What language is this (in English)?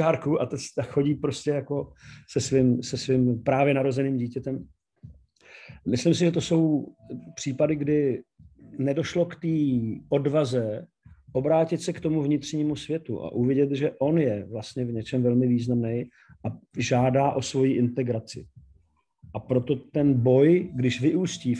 Czech